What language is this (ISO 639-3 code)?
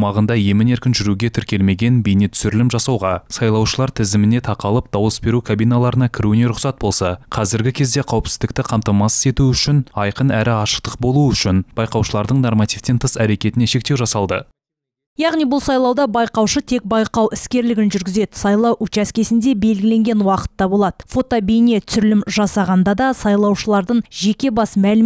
kaz